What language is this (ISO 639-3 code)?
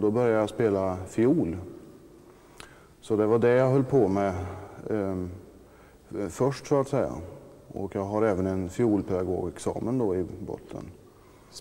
swe